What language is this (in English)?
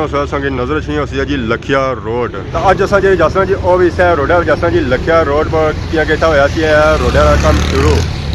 Pahari-Potwari